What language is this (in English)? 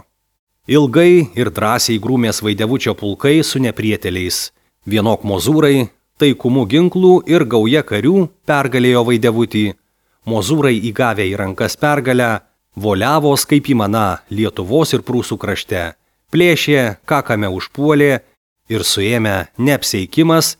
Lithuanian